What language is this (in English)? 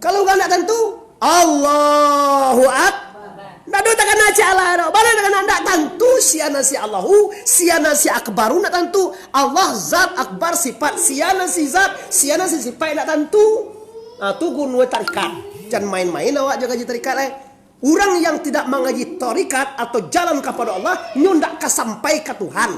Minangkabau